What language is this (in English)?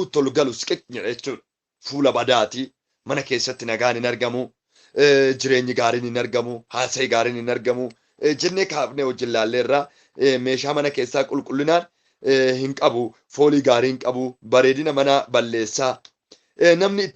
Oromo